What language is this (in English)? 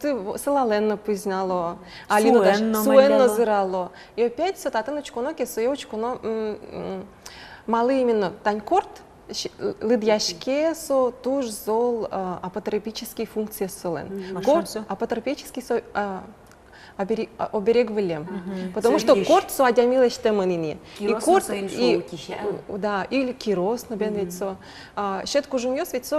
Udmurt